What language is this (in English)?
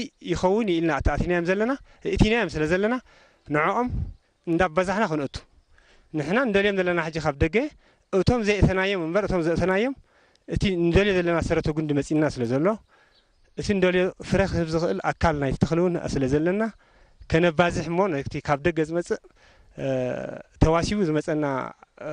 Tigrinya